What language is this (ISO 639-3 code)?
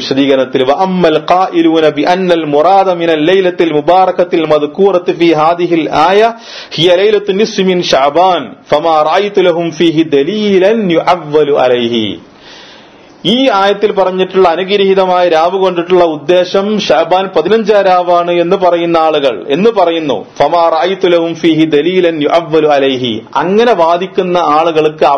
mal